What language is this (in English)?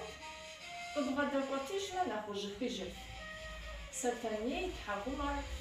Kabardian